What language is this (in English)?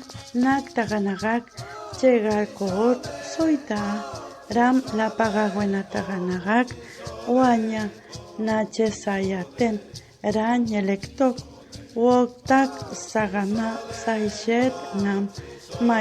Toba